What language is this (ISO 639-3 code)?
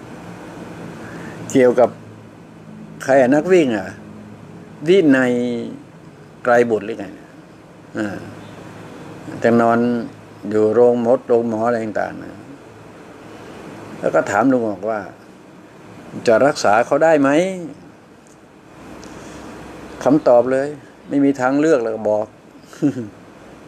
tha